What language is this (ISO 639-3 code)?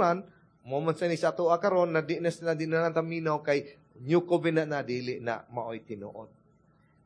ceb